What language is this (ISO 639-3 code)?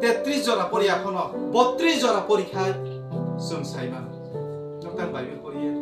trp